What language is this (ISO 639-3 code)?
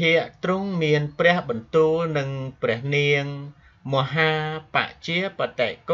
khm